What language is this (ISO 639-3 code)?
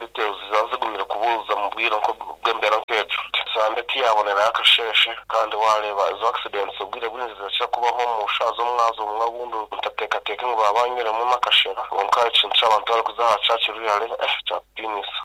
nyn